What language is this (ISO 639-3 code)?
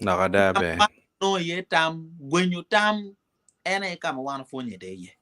ach